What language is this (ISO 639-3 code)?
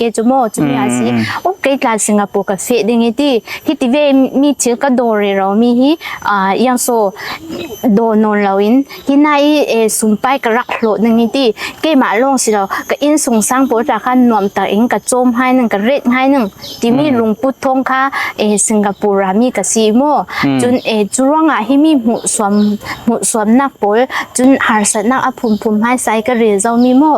cfm